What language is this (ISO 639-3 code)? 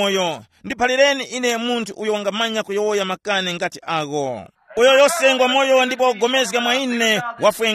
tum